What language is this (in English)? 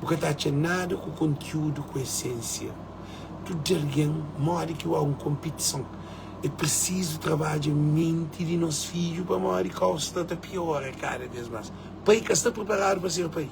Kabuverdianu